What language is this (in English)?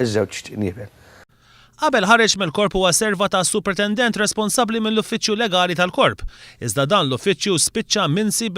Maltese